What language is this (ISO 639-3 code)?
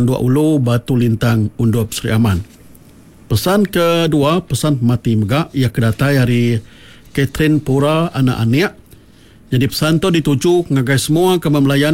iba